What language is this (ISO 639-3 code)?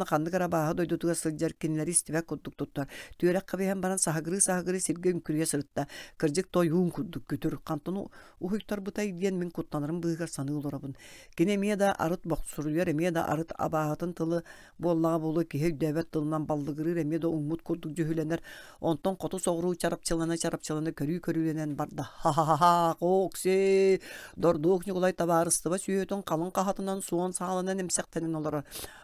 sah